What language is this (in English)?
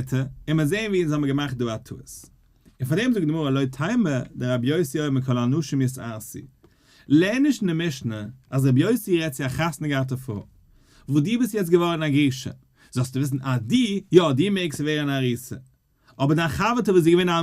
Yiddish